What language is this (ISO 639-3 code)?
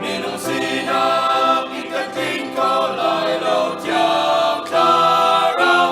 cnh